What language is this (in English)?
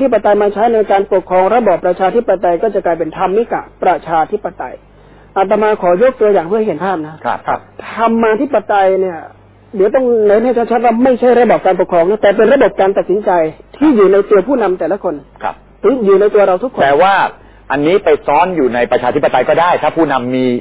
Thai